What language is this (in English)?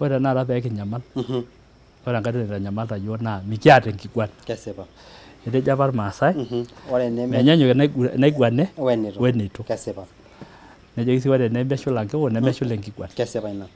Masai